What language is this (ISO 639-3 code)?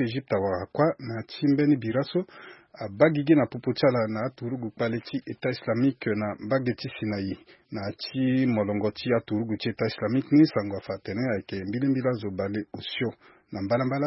sag